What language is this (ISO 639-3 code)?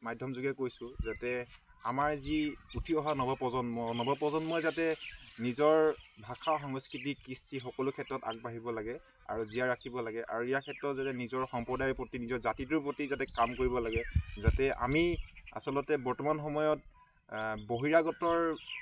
asm